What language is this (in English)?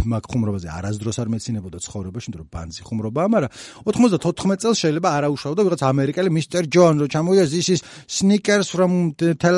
Georgian